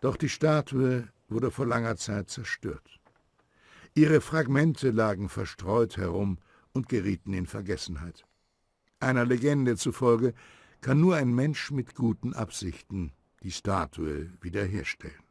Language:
Bavarian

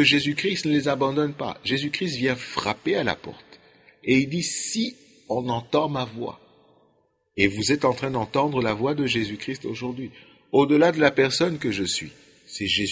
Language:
French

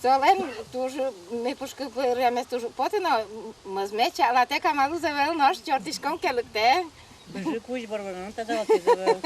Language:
Udmurt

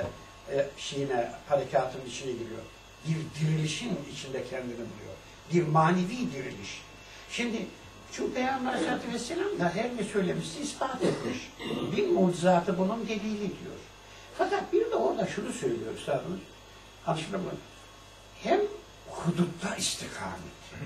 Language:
Turkish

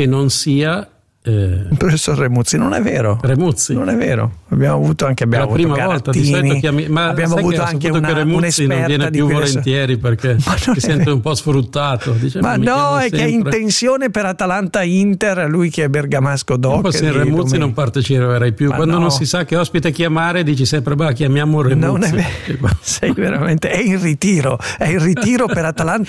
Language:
Italian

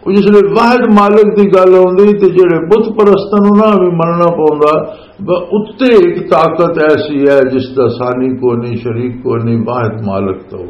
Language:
Western Panjabi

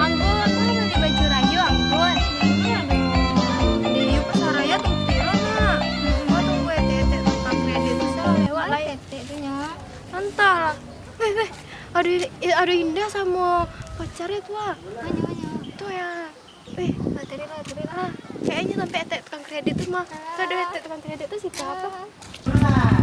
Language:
Minangkabau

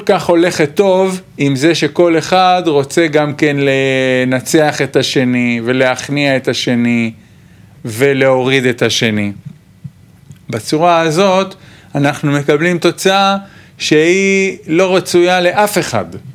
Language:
Hebrew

